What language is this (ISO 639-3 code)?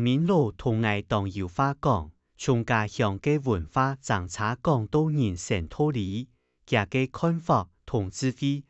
hak